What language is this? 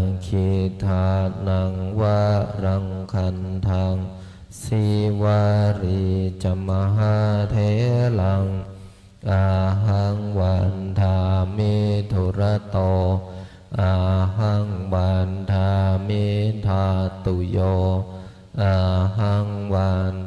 Pali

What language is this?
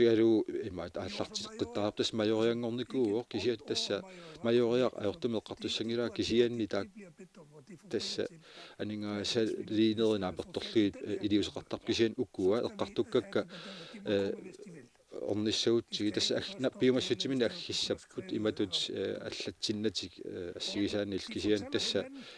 Kalaallisut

